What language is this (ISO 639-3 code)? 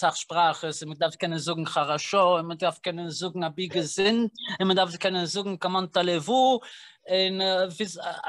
yid